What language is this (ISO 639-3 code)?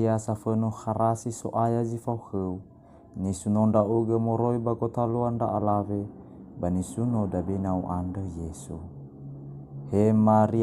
nia